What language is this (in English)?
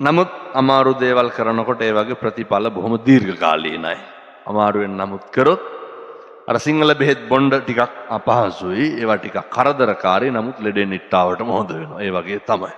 Sinhala